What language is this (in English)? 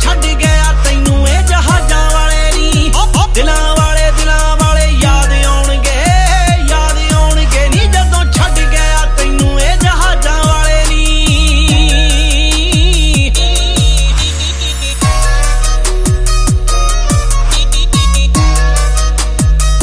Punjabi